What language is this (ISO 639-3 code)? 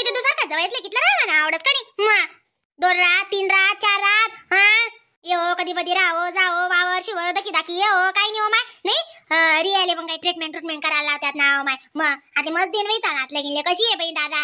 khn